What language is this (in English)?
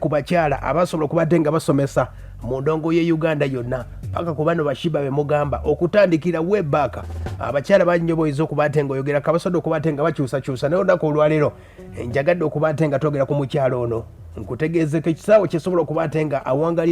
Ganda